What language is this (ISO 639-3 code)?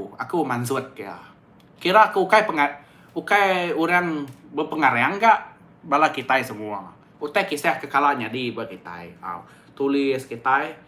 iba